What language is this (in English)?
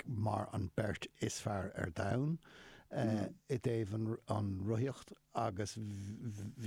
Irish